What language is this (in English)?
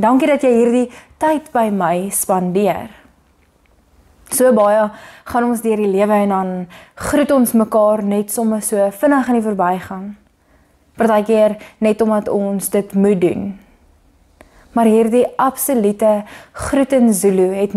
Afrikaans